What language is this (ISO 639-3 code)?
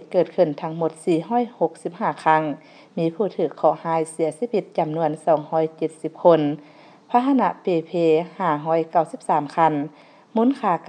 lao